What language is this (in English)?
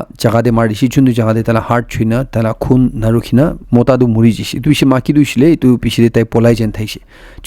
Naga Pidgin